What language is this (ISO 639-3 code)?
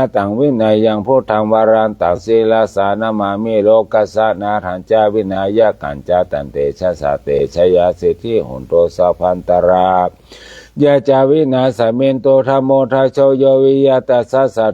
pli